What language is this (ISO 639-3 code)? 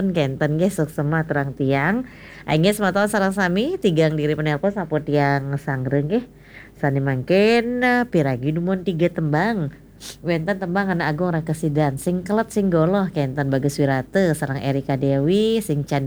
ban